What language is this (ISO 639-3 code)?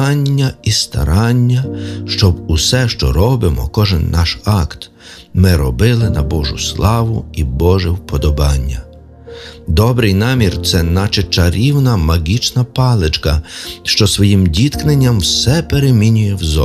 ukr